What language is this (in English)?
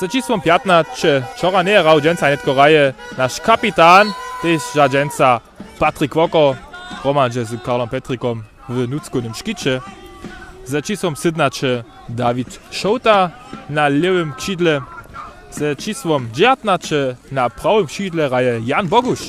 Upper Sorbian